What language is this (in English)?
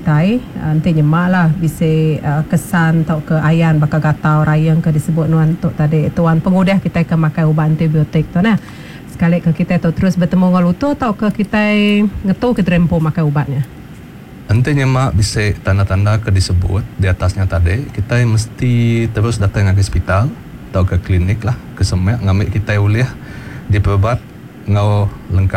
Iban